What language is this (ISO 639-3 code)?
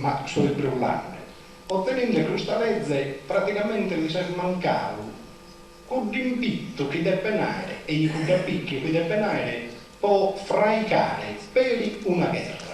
srd